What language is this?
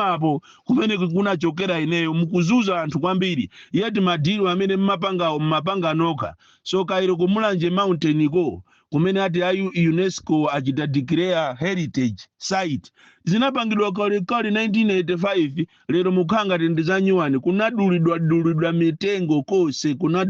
Nyanja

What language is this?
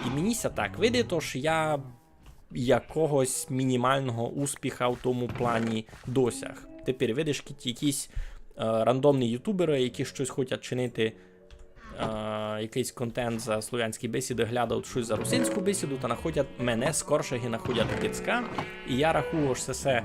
Rusyn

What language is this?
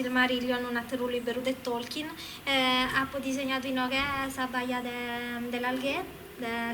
Sardinian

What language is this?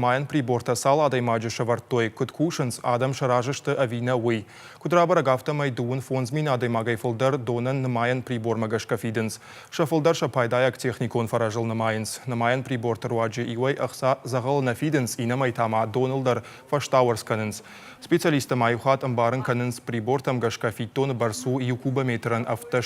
Ossetic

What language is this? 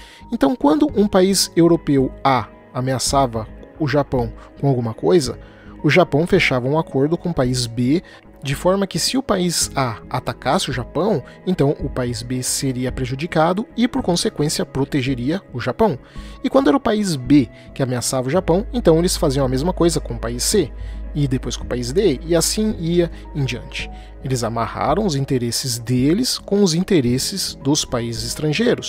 Portuguese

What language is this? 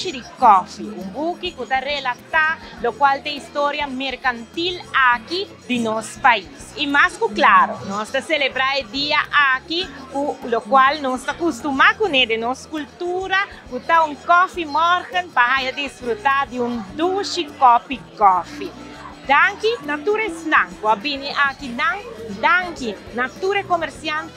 Papiamento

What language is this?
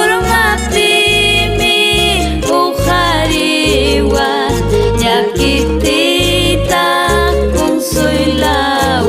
Ayacucho Quechua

